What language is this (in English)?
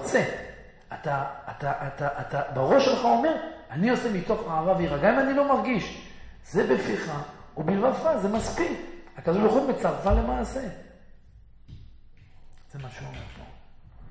Hebrew